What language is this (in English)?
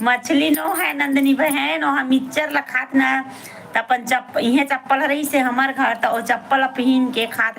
Chhattisgarhi